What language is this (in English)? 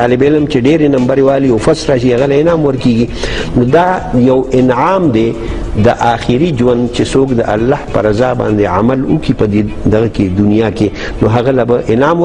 Pashto